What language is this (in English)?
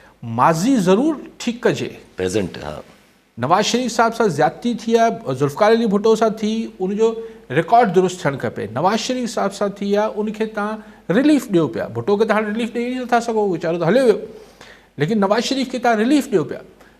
Sindhi